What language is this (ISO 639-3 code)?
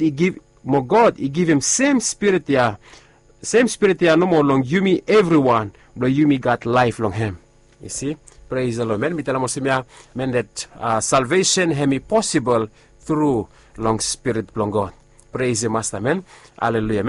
bis